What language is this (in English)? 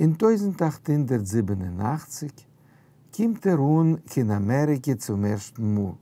Yiddish